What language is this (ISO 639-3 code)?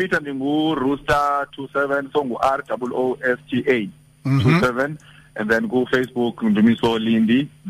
xho